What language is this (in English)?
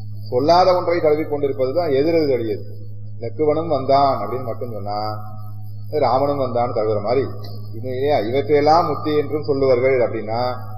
Tamil